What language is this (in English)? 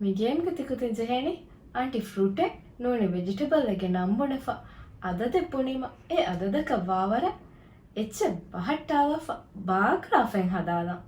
Divehi